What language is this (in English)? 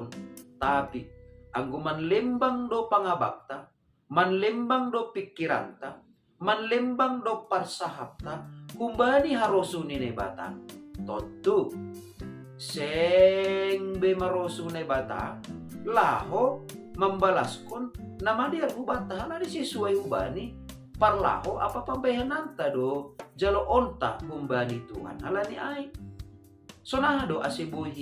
Batak Simalungun